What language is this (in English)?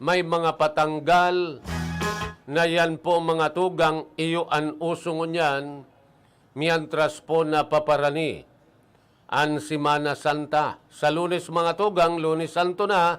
Bikol